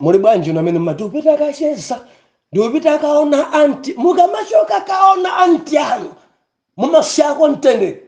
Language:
Nyanja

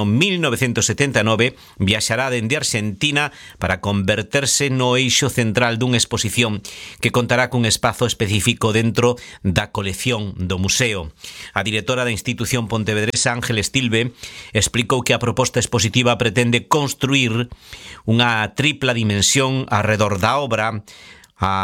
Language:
Galician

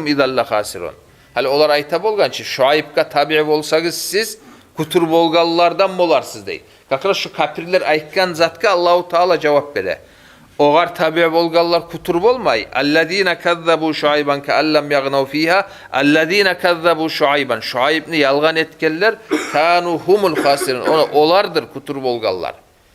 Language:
Kumyk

